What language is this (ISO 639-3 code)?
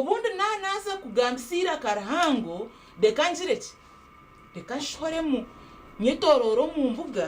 nyn